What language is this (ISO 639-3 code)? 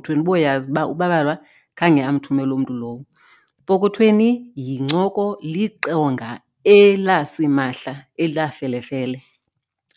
xho